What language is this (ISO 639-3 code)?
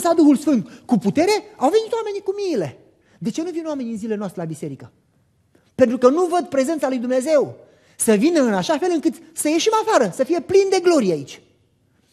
ron